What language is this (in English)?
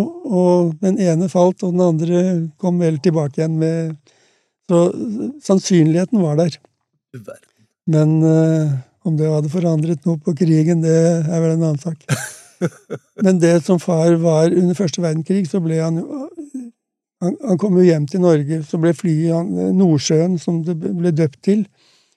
Norwegian